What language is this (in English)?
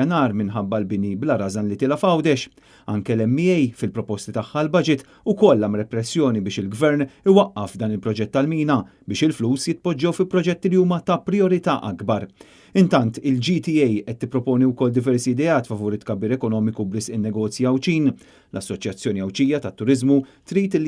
Maltese